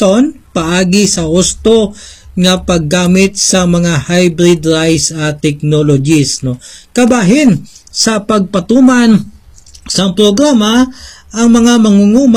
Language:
Hiligaynon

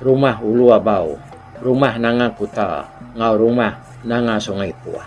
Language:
Iban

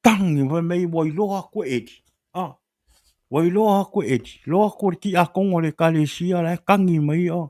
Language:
Samoan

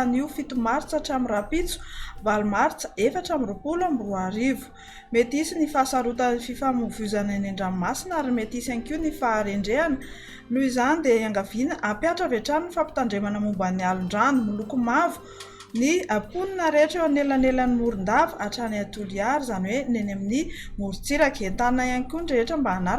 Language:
Malagasy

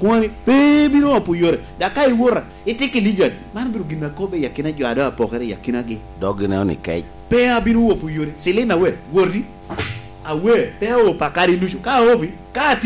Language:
Lango (Uganda)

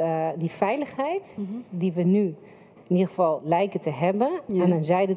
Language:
Dutch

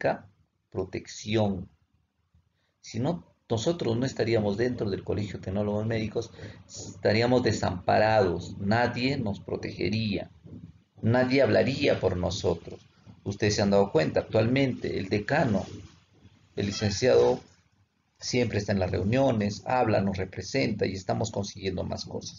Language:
Spanish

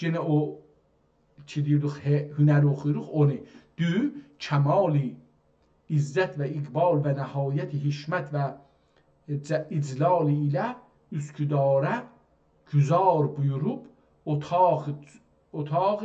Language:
South Azerbaijani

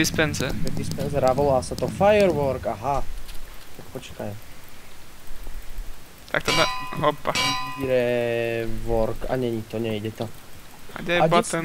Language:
Slovak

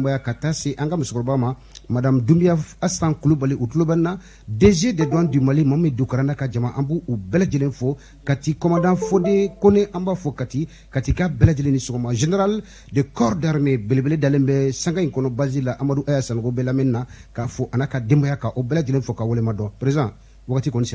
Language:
Bambara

